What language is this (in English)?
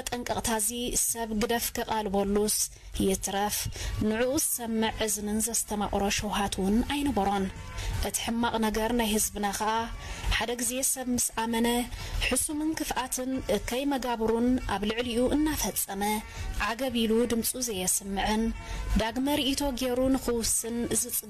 Tigrinya